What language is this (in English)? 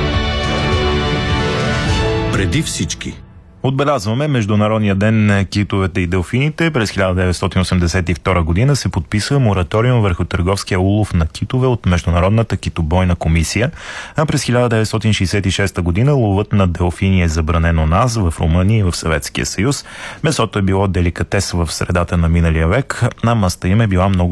Bulgarian